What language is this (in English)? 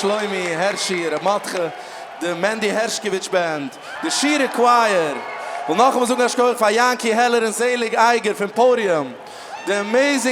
Yiddish